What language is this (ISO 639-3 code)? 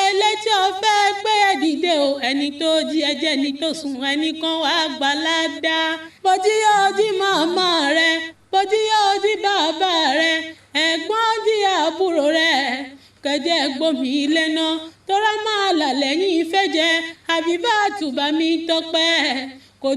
yor